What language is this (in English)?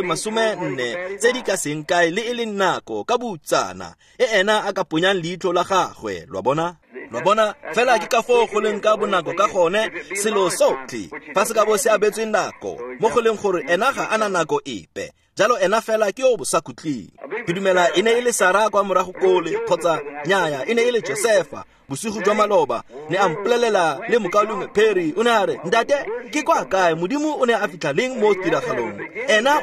Tswana